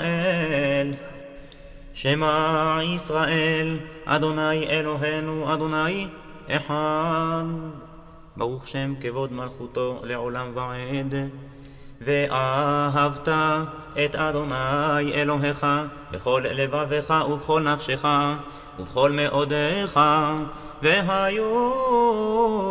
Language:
Hebrew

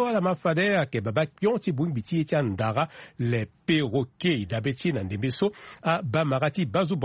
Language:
Sango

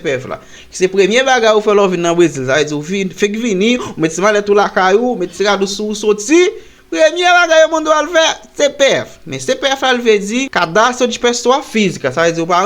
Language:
Haitian Creole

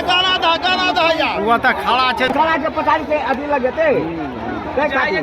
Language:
Maithili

